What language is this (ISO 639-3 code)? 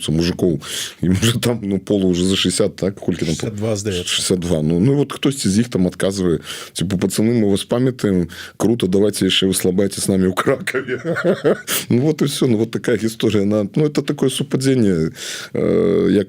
bel